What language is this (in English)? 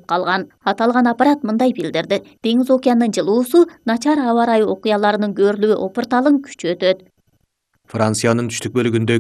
Kyrgyz